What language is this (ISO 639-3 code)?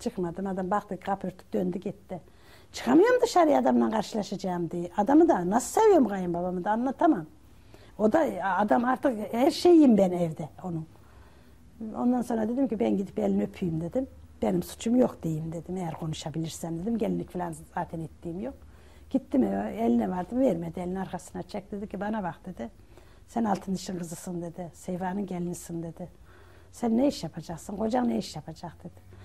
tur